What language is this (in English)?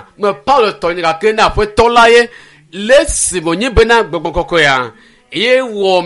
Ewe